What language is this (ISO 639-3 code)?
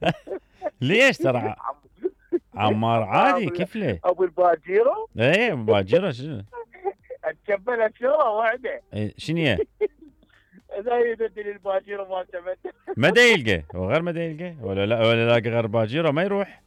acm